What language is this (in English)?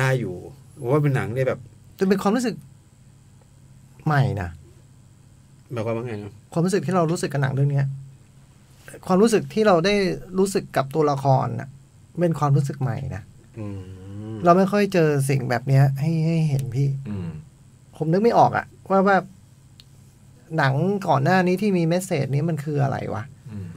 Thai